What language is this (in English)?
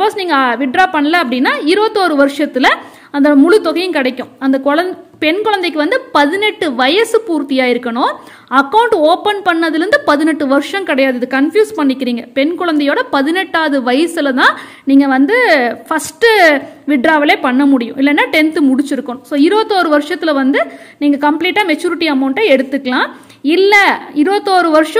Tamil